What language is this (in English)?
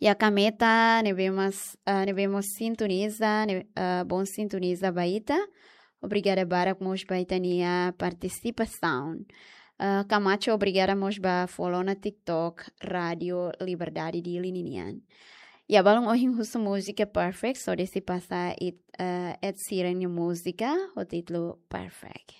Tetum